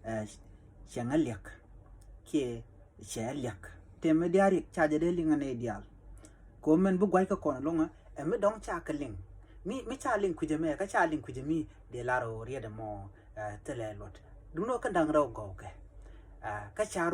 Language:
Nuer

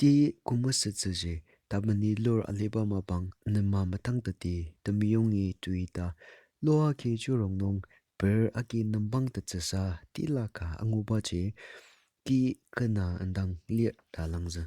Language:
Ao Naga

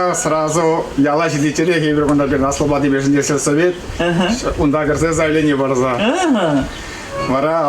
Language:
Chuvash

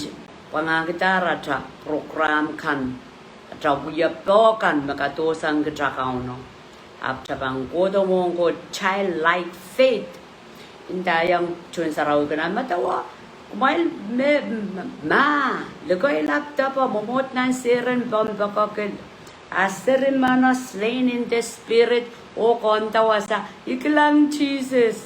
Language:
Pohnpeian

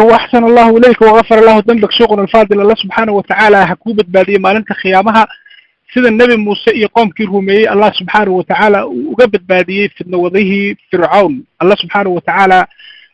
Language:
Somali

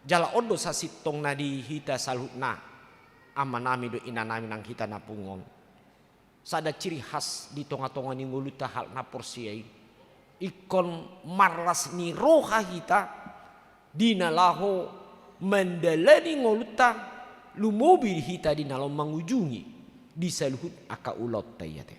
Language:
Batak Toba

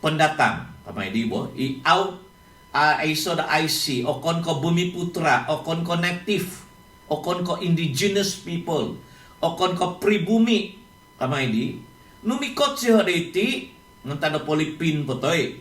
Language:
Central Dusun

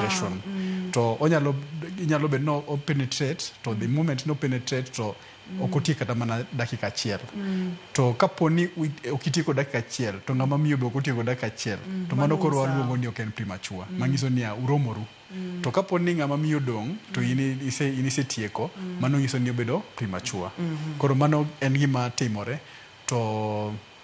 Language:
Luo (Kenya and Tanzania)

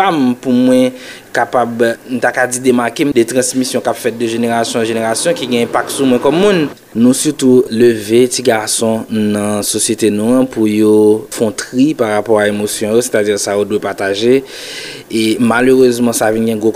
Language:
Haitian Creole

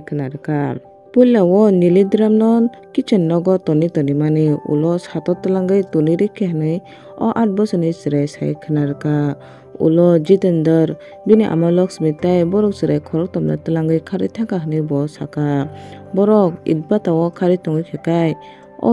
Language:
Kok Borok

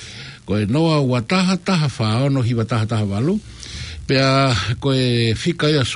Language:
Tongan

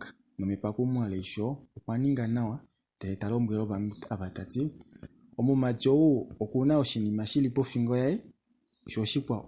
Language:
Kuanyama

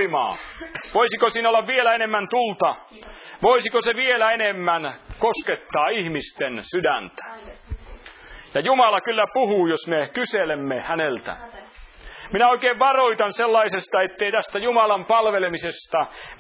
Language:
Finnish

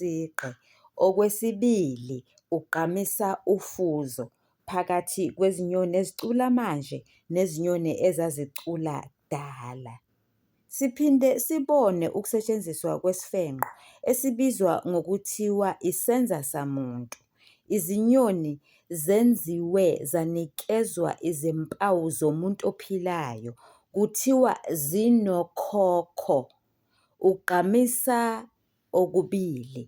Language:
Zulu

